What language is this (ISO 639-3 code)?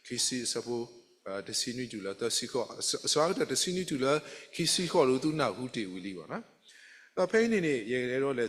ksw